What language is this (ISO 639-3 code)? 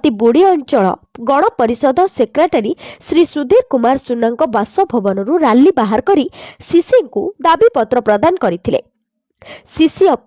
ori